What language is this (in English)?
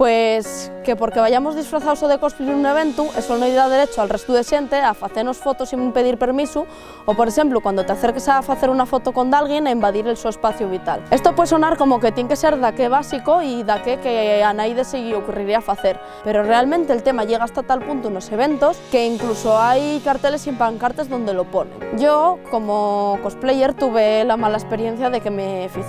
Asturian